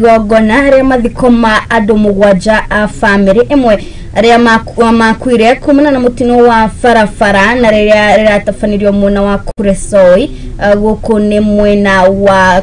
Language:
Kikuyu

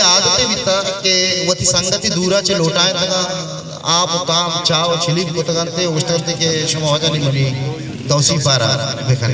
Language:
Eastern Balochi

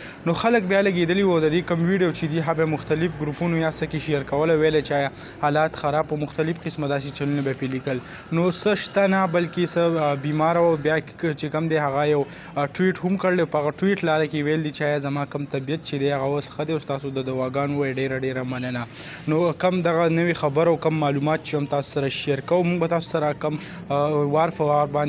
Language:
Pashto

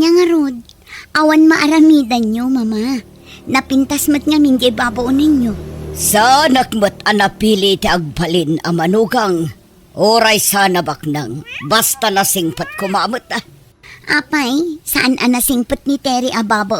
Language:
Iloko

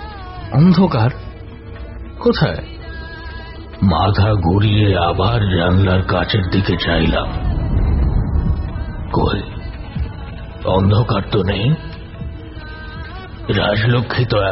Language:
Bangla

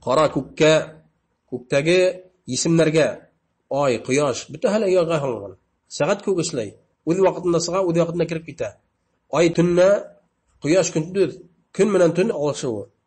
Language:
Bashkir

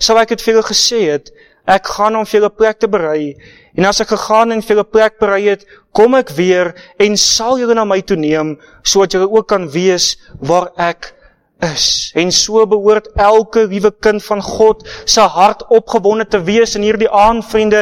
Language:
Afrikaans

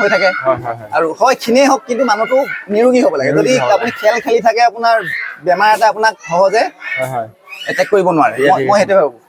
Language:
Assamese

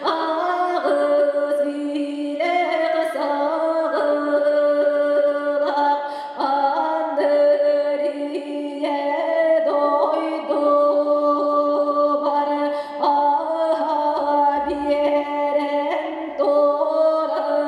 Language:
Yakut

